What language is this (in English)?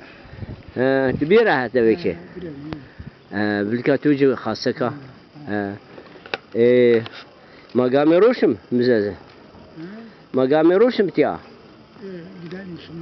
Zaza